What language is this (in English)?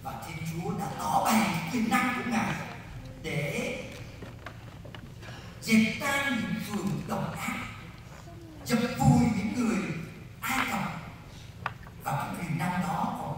Vietnamese